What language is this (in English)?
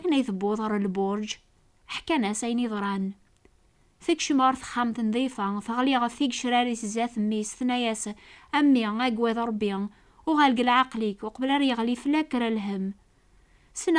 Kabyle